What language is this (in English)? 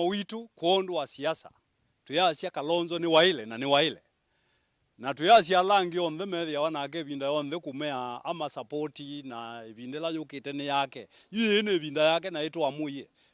Kamba